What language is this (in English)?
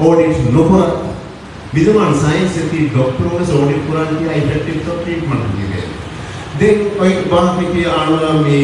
Divehi